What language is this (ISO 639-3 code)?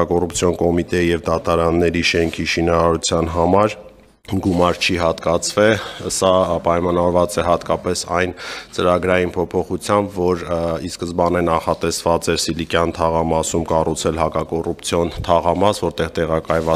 hye